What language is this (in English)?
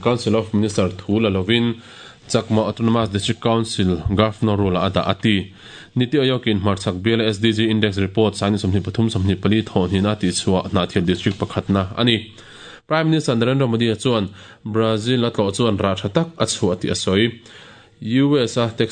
Mizo